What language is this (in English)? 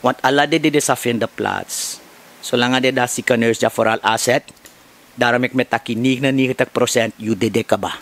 Sranan Tongo